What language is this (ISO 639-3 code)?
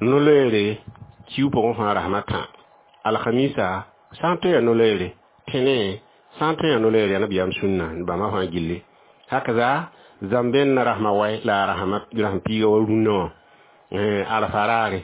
mos